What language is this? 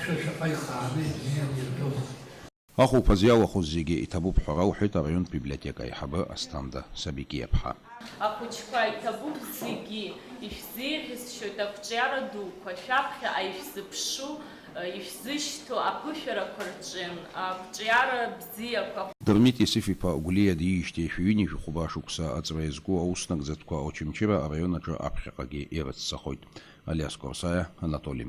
Abkhazian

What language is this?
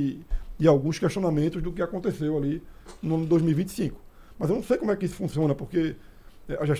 Portuguese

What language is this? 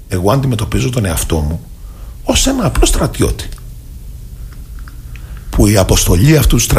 Greek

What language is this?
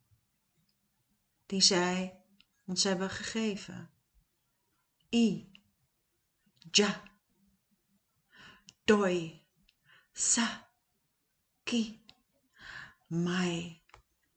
Dutch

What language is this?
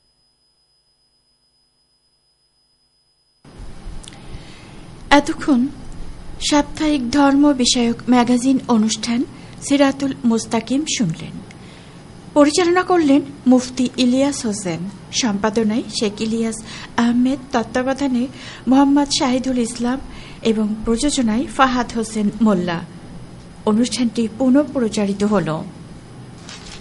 Bangla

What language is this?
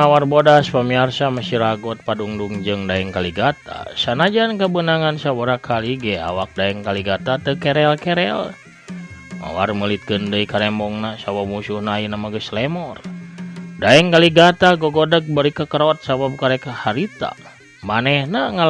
Sundanese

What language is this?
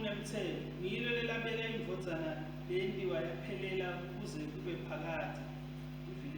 Swati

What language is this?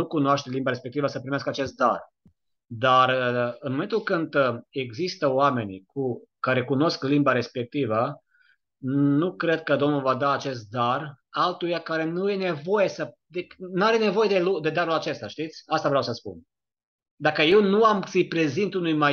Romanian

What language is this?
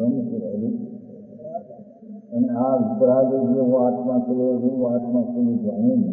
Gujarati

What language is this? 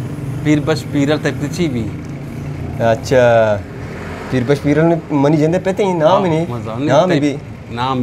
Eastern Balochi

